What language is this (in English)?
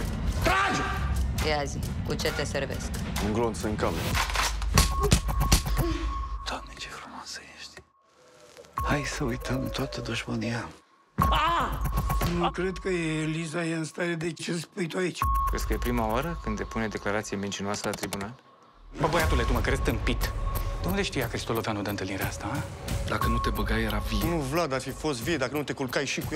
Romanian